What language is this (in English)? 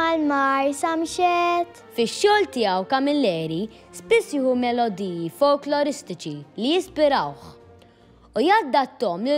Maltese